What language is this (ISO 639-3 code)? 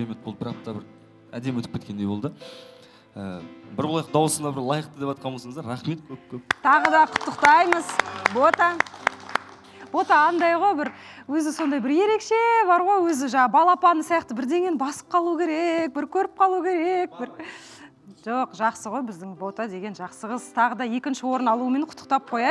kaz